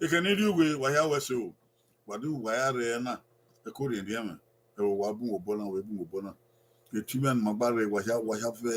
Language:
Bini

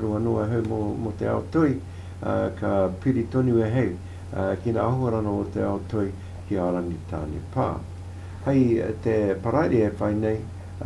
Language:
Māori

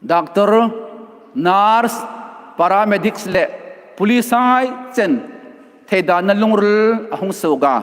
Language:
Hmar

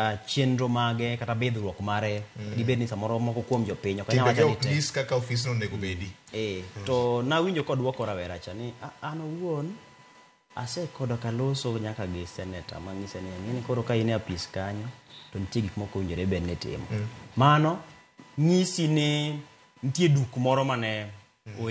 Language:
Luo (Kenya and Tanzania)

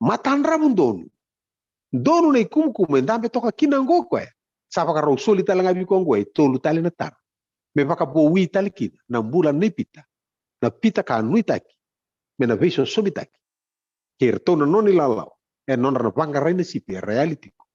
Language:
Fijian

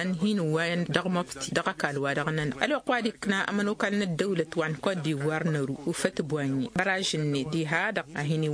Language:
Tamasheq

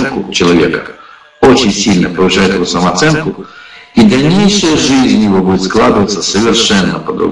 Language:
Russian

